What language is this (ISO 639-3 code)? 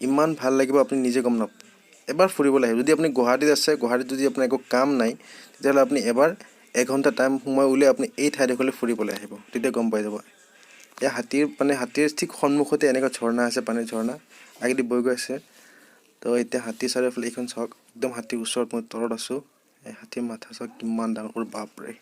asm